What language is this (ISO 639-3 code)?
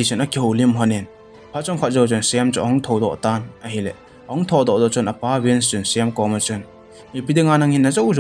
tcz